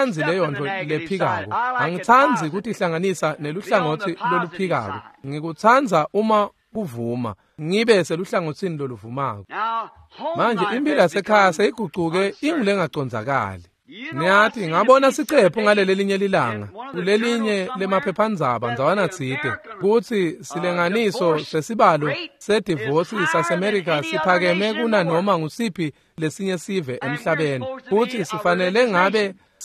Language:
Swati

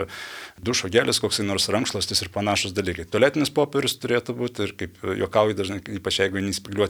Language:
Lithuanian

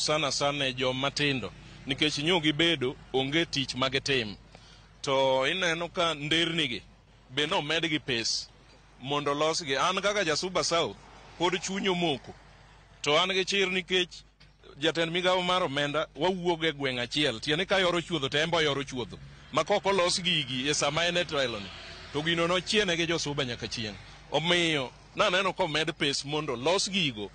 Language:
Luo (Kenya and Tanzania)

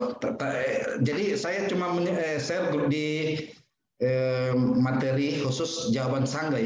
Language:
Indonesian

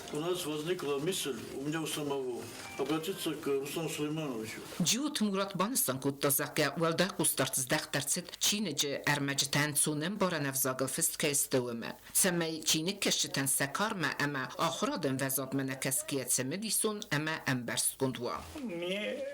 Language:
Ossetic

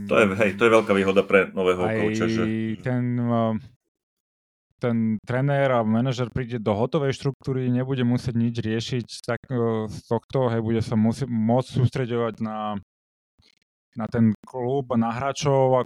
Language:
Slovak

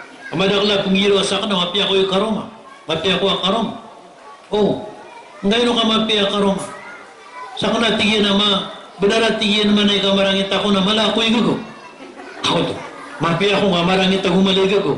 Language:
Maranao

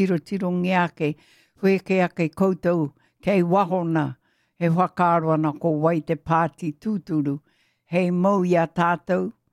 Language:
Māori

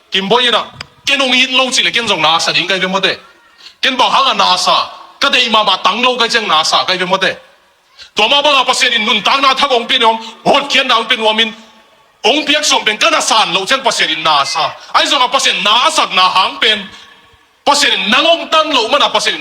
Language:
Tedim Chin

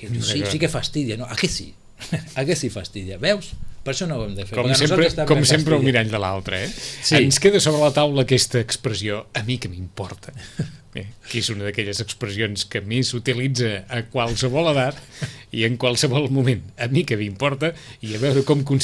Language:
Catalan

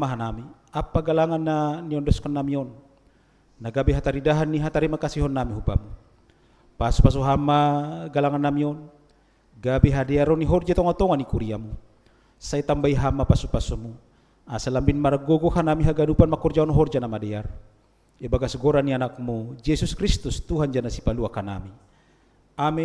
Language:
Batak Simalungun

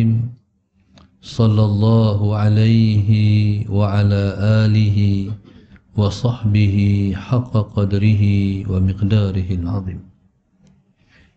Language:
Malay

